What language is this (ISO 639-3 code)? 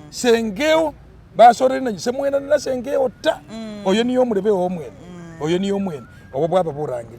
myx